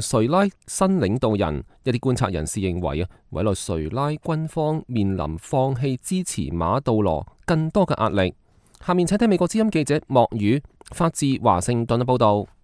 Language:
Cantonese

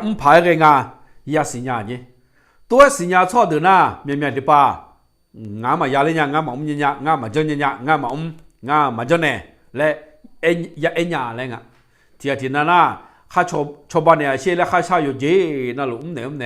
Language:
Akha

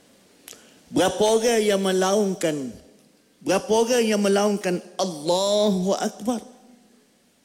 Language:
Malay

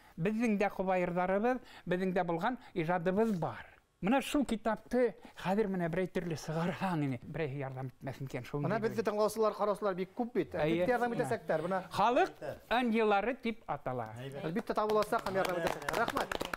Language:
Bashkir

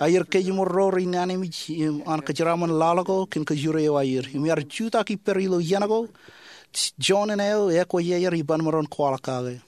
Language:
Marshallese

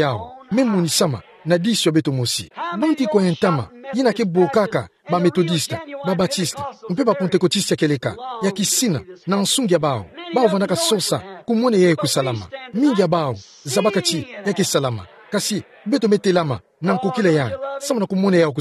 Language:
Kituba (Democratic Republic of Congo)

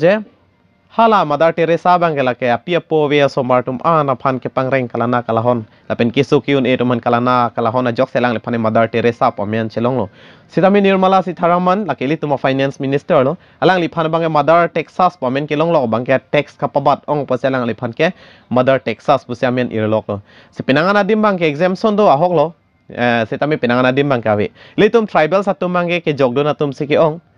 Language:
Karbi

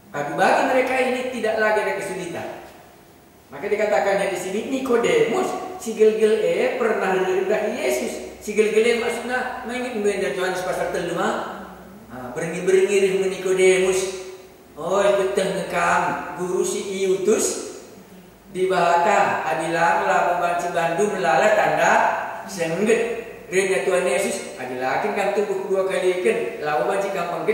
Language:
Batak Karo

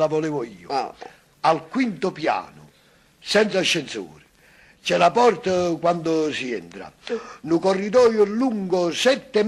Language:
Neapolitan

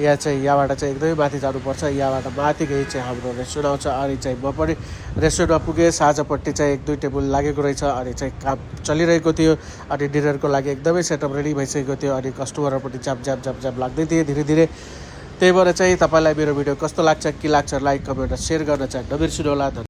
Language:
Nepali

